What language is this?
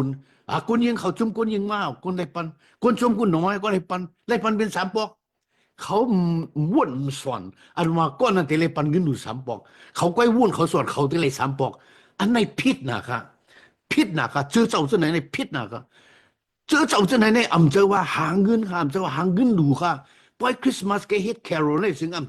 Shan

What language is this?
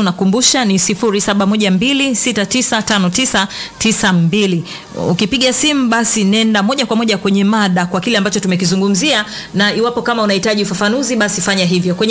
Swahili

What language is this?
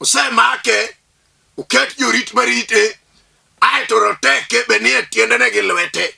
Luo (Kenya and Tanzania)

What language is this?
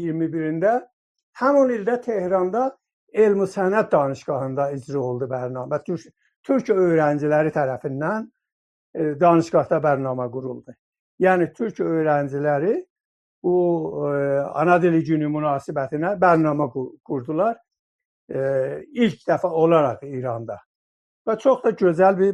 South Azerbaijani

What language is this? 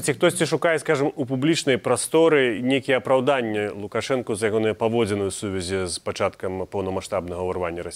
Belarusian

